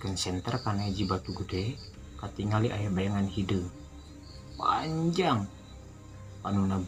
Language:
Sundanese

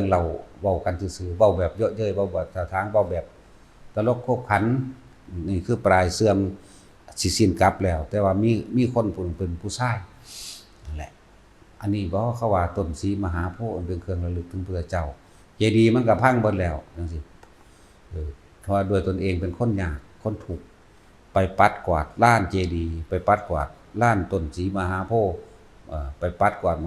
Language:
Northeastern Thai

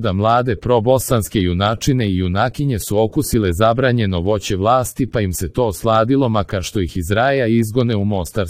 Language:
Croatian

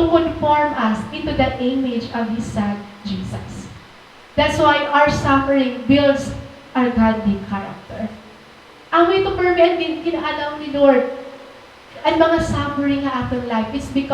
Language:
Waray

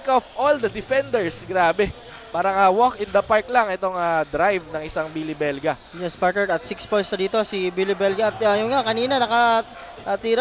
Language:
Filipino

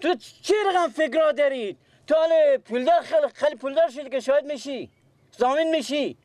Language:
Persian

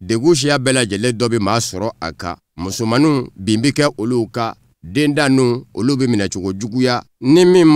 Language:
Bambara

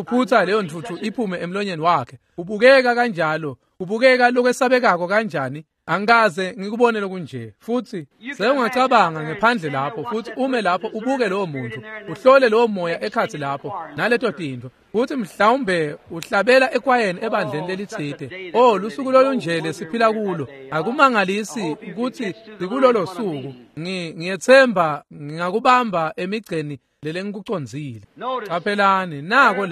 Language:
Swati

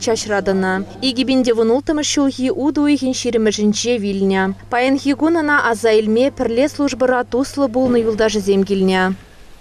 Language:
Chuvash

